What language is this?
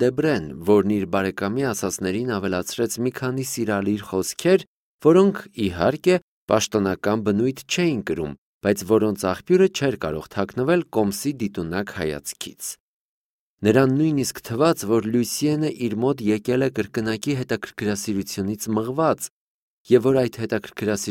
Armenian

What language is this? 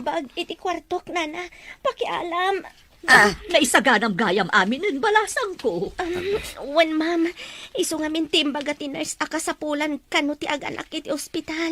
Iloko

